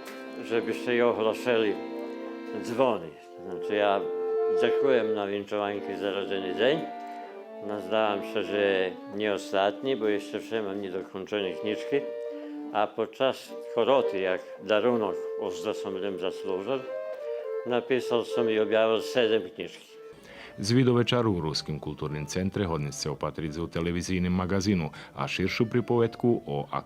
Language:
Rusyn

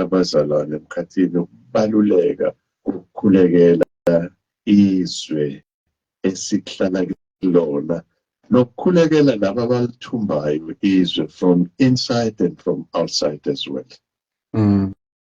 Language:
Zulu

